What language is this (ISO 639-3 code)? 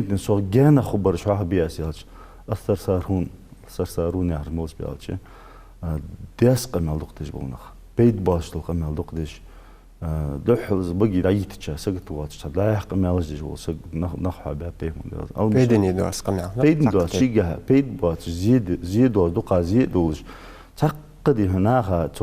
inh